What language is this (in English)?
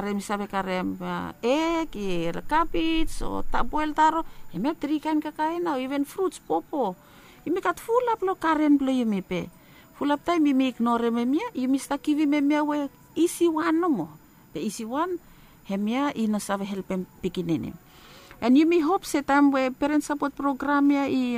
Bislama